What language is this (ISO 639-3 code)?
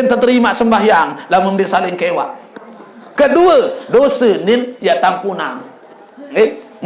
sas